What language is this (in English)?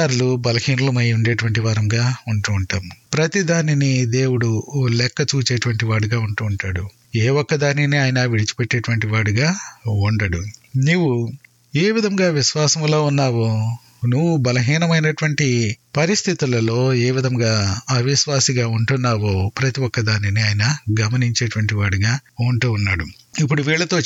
Telugu